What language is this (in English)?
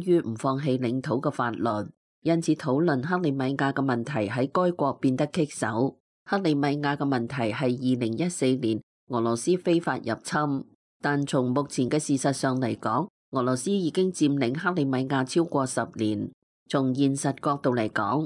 Cantonese